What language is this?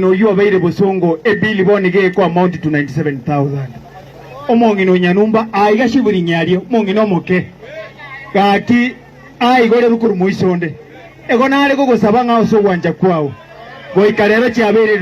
Gusii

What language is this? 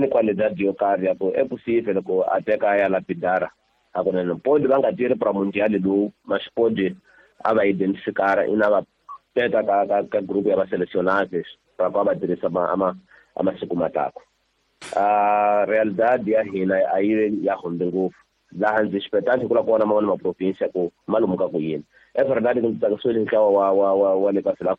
Tsonga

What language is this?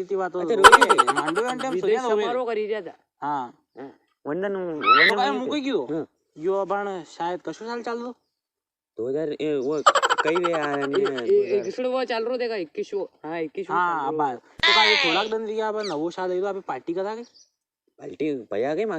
Rajasthani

